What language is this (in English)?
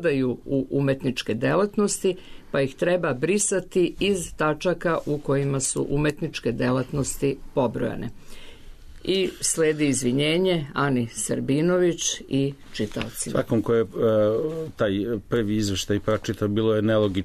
Serbian